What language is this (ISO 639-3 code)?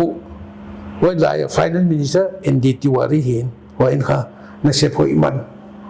pck